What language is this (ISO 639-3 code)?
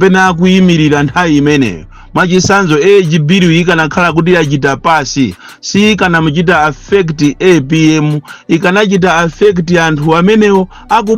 nya